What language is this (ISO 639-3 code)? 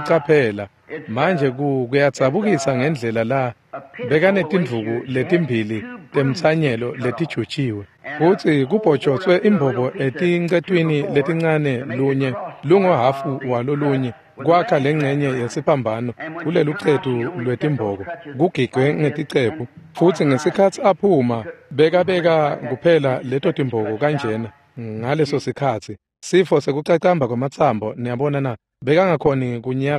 ssw